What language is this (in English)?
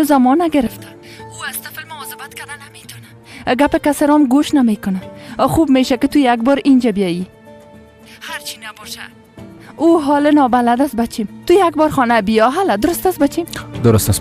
Persian